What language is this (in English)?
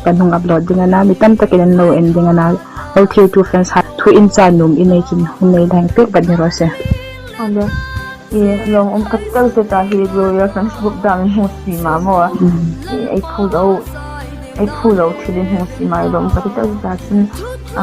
Hmar